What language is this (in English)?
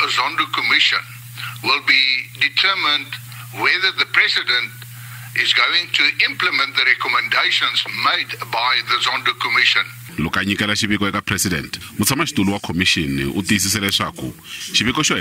Tsonga